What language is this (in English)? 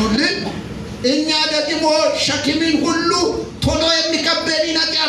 Amharic